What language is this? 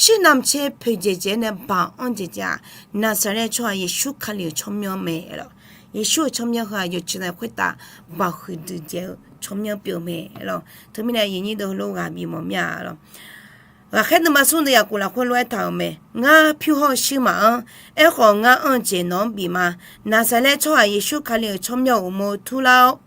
Akha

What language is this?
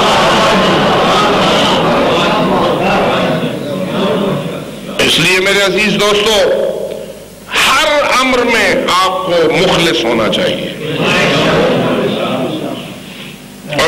Urdu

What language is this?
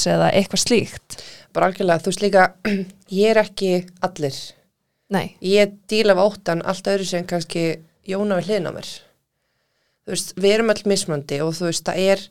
Icelandic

